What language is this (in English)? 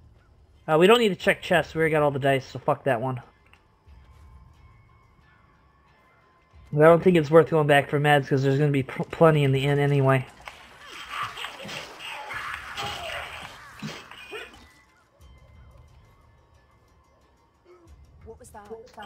English